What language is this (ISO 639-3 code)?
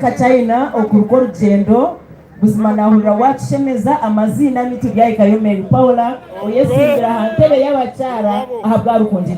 nyn